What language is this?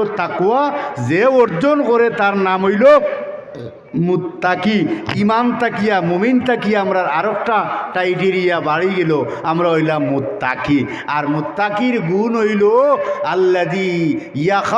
Sylheti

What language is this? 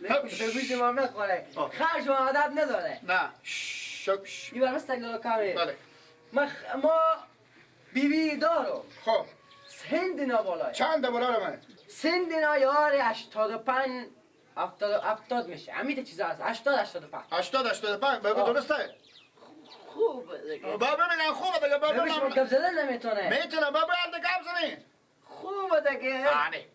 Persian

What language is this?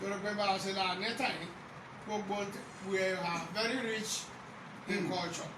Yoruba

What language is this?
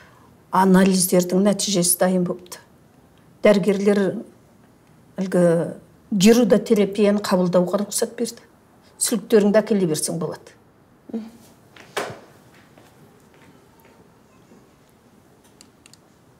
Kazakh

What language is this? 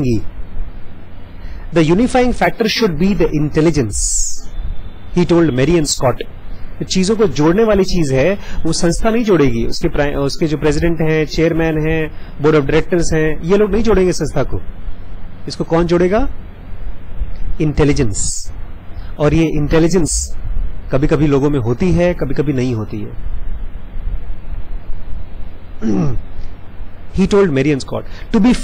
Hindi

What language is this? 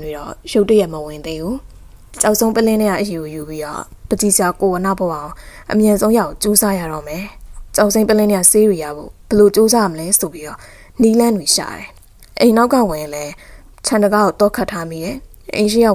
Burmese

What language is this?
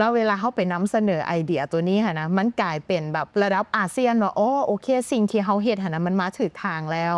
Lao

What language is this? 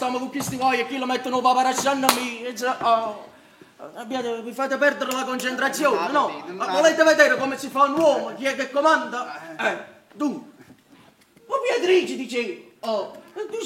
Neapolitan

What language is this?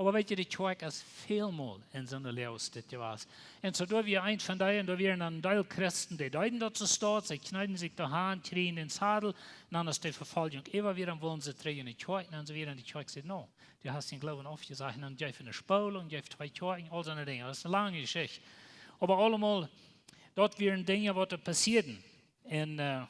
Plautdietsch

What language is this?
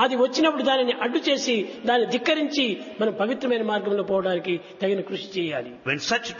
Telugu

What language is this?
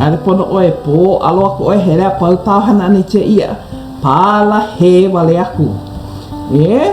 Hawaiian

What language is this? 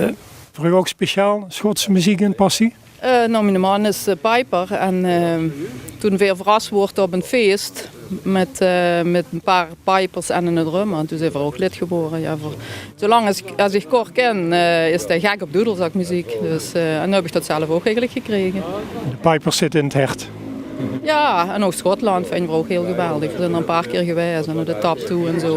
Limburgish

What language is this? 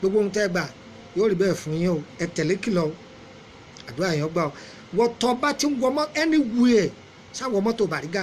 Yoruba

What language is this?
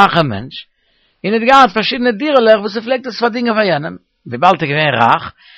Yiddish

